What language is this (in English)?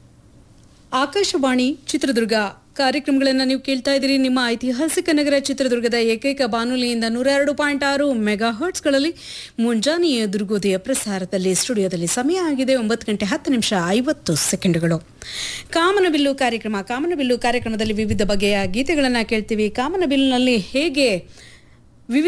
Kannada